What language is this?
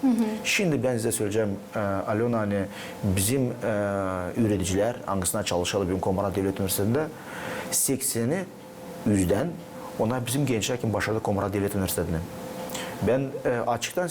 Gagauz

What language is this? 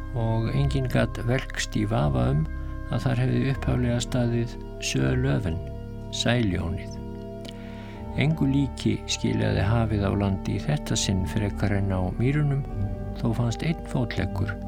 Icelandic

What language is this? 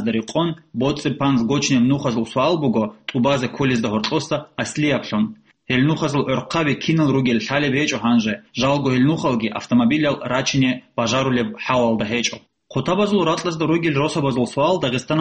Avaric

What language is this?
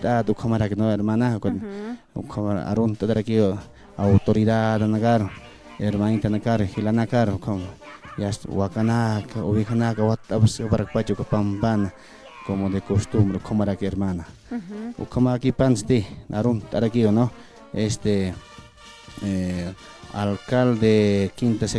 Aymara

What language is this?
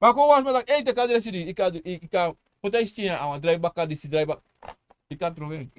Sranan Tongo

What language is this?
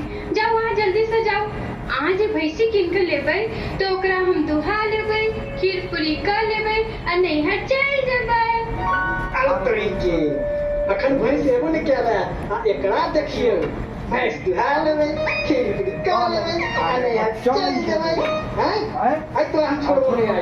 Maithili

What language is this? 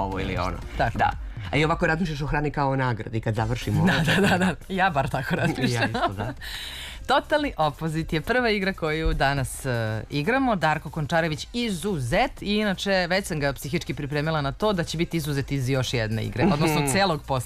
Serbian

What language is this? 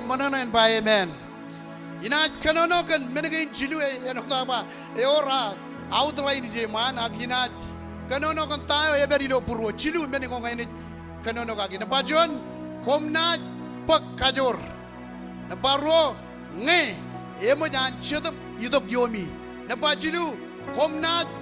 Marshallese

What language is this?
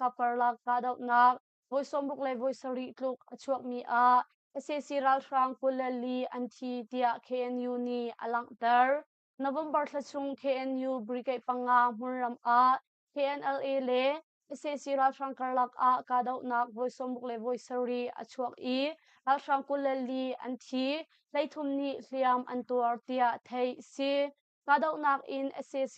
Hakha Chin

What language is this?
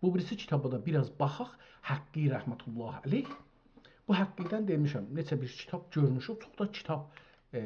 South Azerbaijani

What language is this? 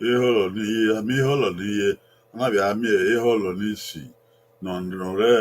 Bini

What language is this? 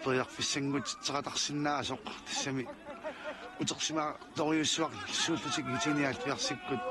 Kalaallisut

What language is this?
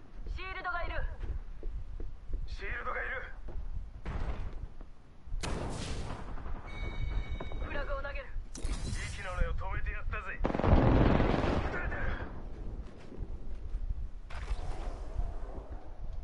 Japanese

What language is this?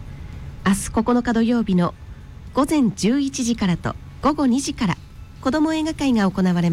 Japanese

